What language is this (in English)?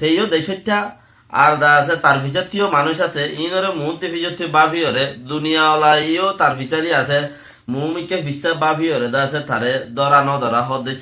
Rohingya